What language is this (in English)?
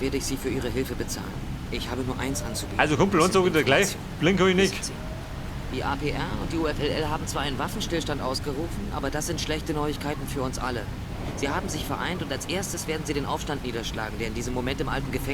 Bavarian